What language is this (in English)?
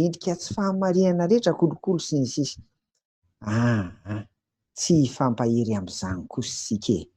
Malagasy